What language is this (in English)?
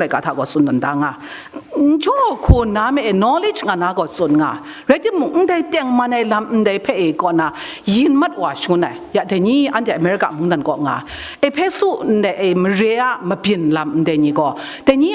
Kachin